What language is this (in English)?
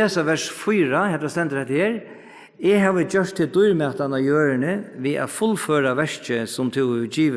Faroese